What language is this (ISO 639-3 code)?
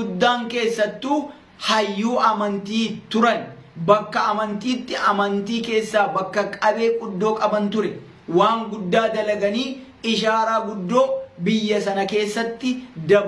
orm